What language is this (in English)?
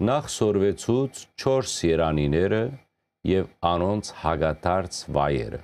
Western Armenian